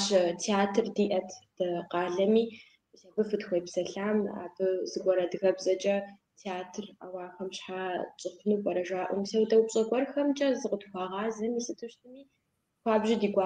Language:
Kabardian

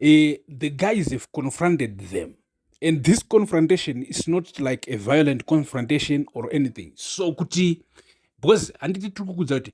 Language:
Shona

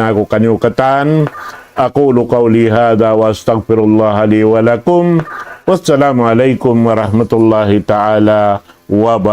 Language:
Tausug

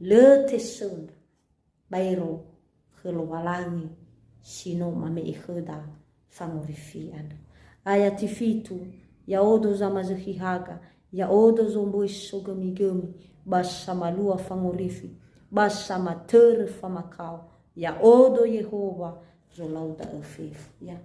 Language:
Nias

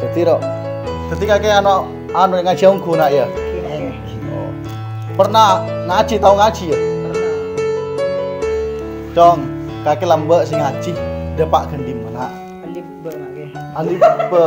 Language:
Madurese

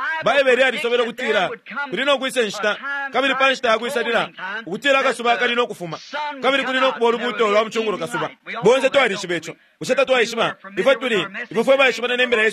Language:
Bemba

